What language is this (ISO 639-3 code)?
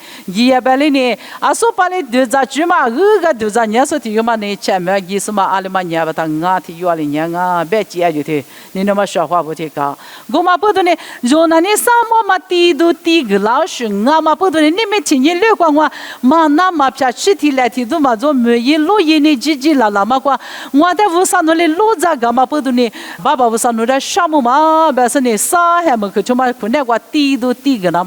lis